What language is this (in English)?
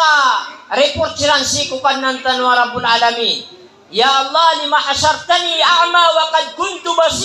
Maranao